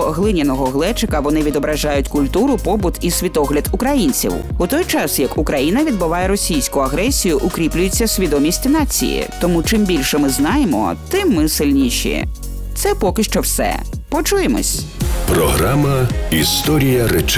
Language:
Ukrainian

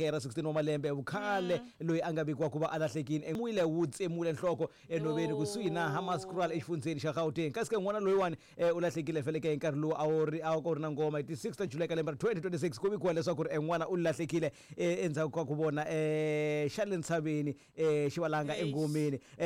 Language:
Tsonga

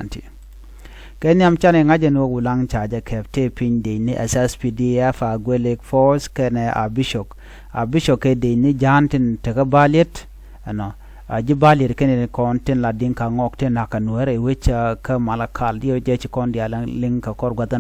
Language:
Nuer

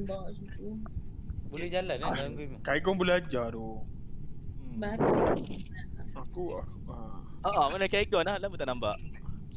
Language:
Malay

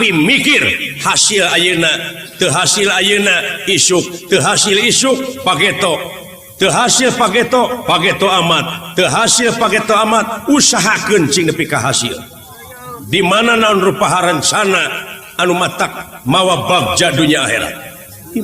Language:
Sundanese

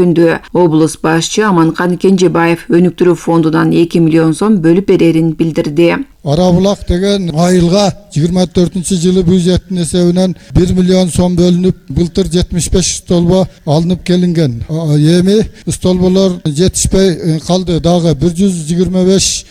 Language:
Kyrgyz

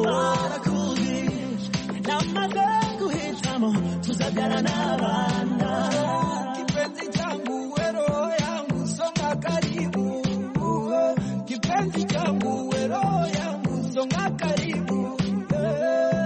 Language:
Swahili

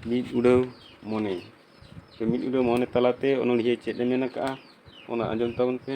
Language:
Santali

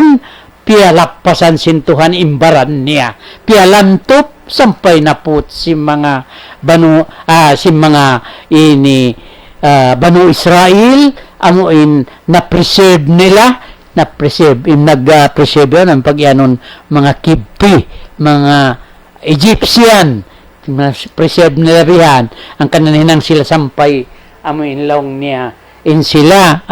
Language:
Tausug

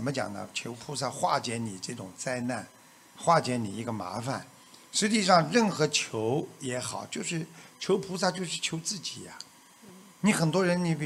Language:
Chinese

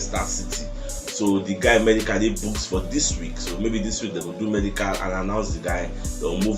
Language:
Nigerian Pidgin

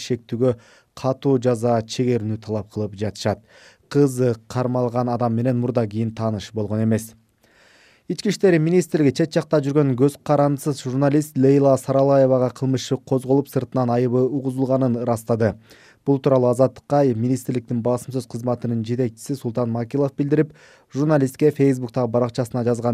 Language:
Kyrgyz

